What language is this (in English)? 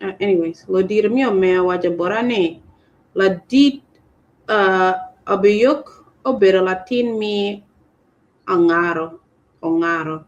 Acoli